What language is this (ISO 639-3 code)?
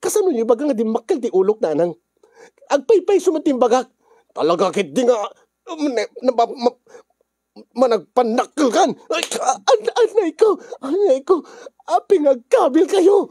ilo